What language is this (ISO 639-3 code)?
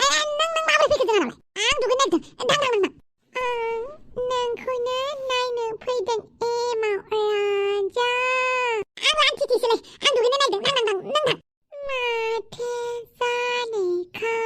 brx